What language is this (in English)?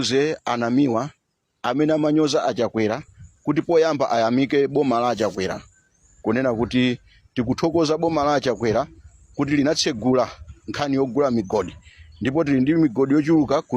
Nyanja